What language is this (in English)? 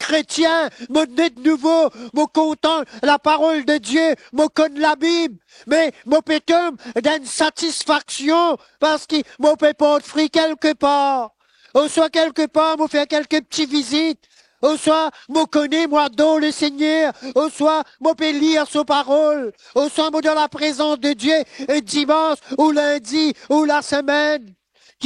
Morisyen